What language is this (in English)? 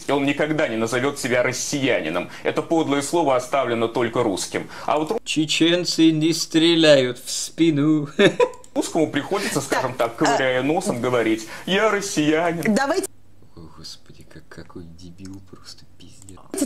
Russian